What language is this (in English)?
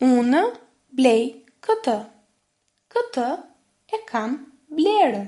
Albanian